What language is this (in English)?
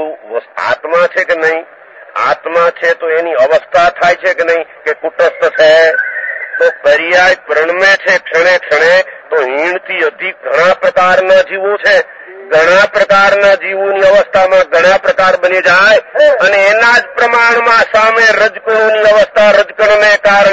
Gujarati